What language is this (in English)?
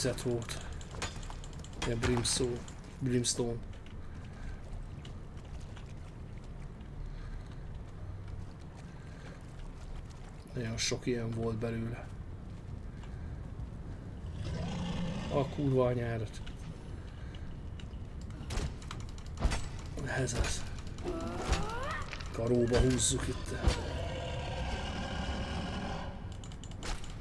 Hungarian